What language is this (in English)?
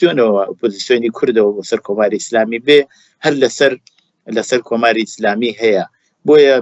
Central Kurdish